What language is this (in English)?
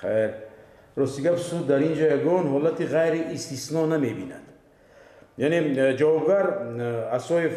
Tajik